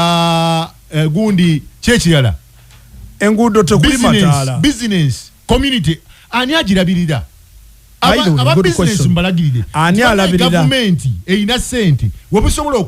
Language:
Ganda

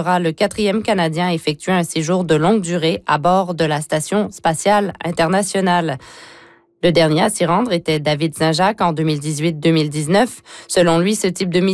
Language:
French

